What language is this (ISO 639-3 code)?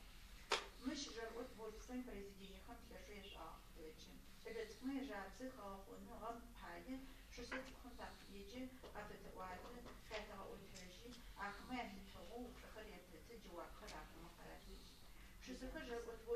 ady